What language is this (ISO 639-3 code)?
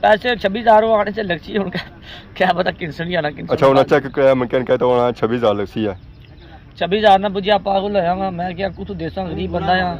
phr